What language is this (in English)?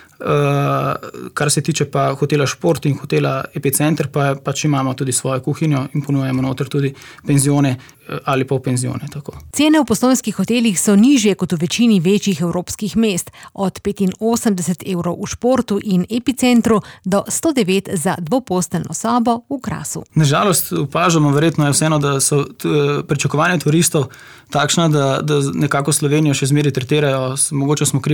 Slovenian